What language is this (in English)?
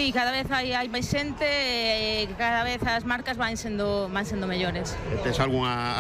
Galician